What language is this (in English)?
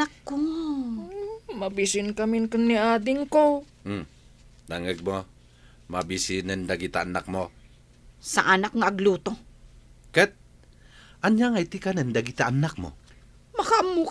Iloko